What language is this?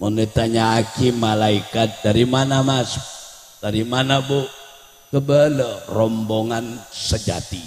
Madurese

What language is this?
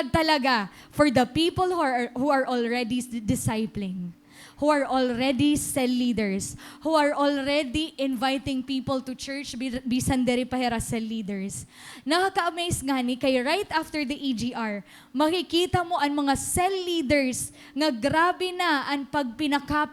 Waray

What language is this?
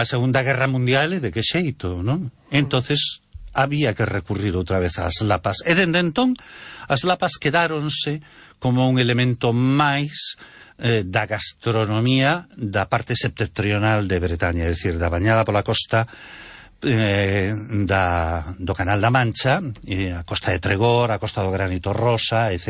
Galician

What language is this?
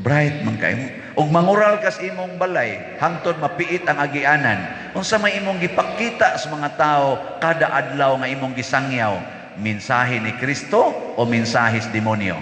Cebuano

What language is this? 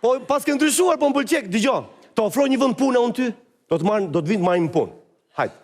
Albanian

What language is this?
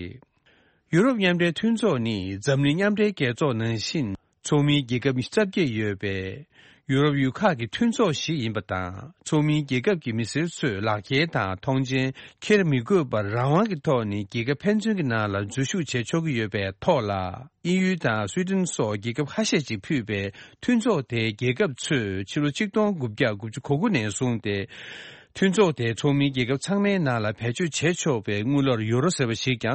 Tibetan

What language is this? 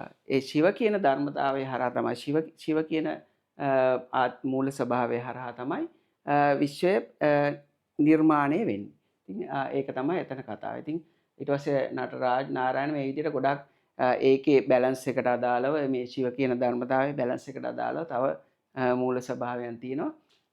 Sinhala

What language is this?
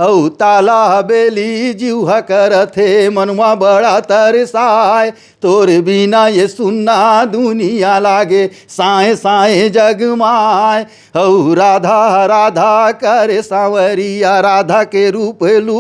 Chhattisgarhi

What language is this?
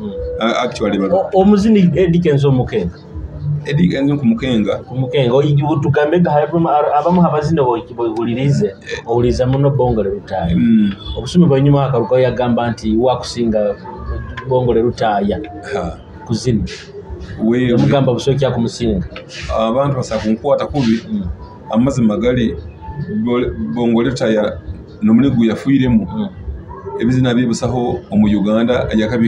Nyoro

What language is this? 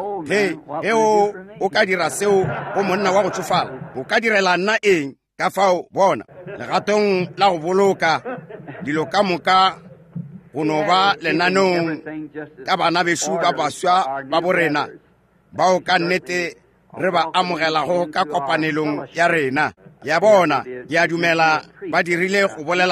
Northern Sotho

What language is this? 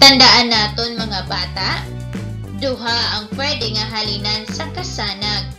Hiligaynon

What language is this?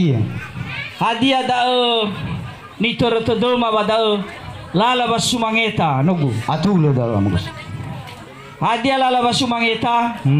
Nias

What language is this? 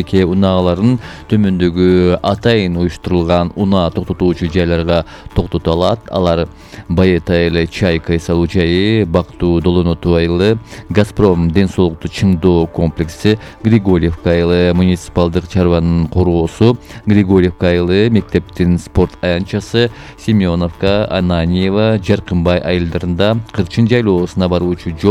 Kyrgyz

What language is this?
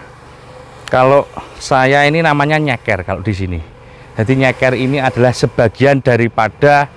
Indonesian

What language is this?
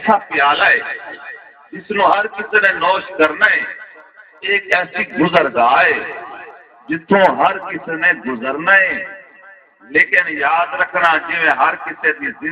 Saraiki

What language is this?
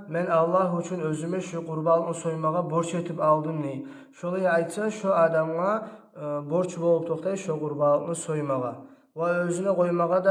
Kumyk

